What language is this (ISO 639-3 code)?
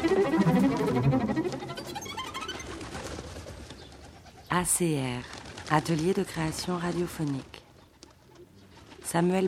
fra